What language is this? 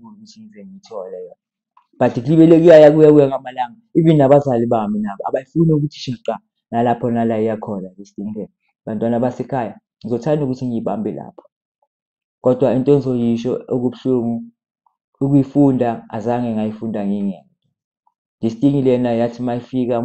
Zulu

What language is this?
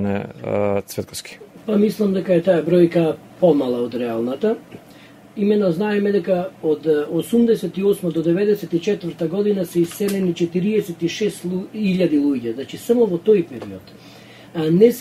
Macedonian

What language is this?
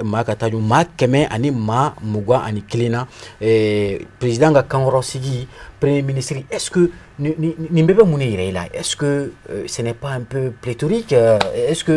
Bambara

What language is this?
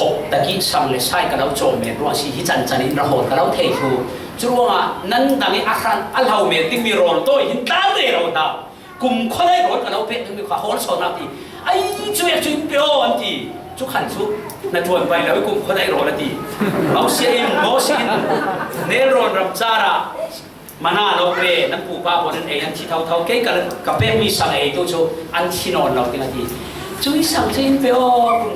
Falam Chin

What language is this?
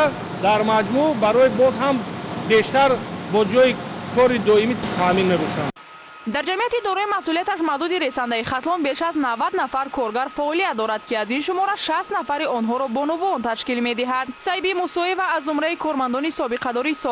Tajik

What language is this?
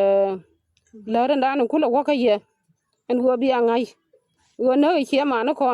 Nuer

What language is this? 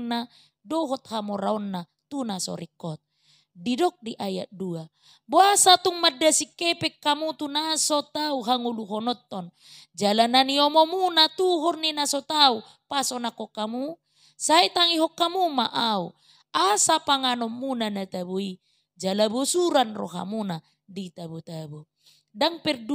Batak Toba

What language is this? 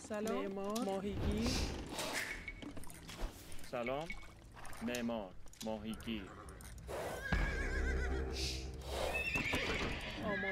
Persian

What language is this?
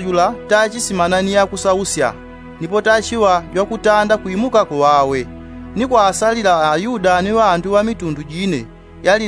Yao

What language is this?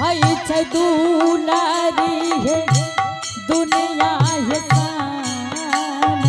Angika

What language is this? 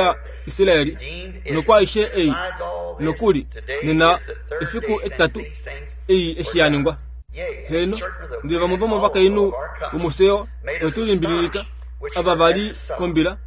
Kuanyama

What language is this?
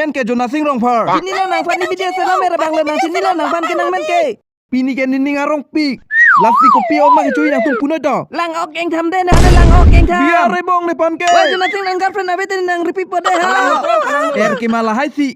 Karbi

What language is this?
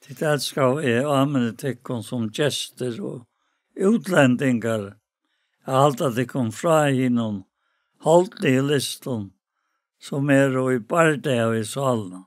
Faroese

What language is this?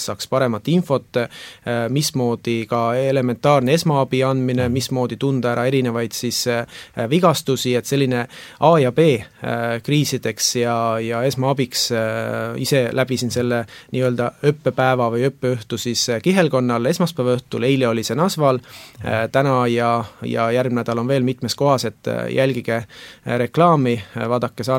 Estonian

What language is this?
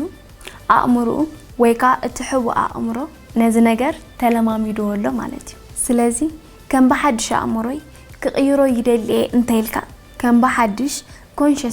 Tigrinya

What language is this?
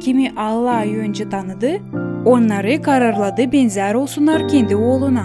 Gagauz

